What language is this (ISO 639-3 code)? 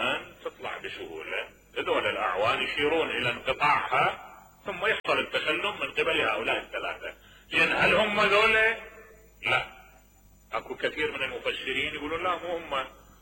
acm